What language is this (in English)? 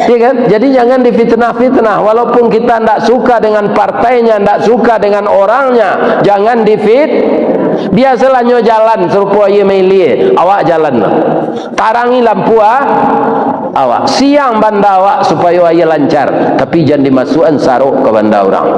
Minangkabau